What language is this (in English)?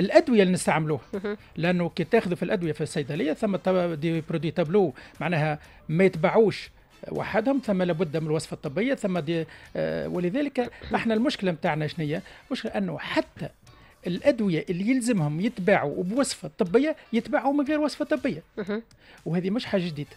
Tunisian Arabic